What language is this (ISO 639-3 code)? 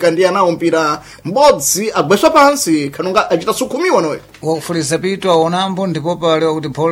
seh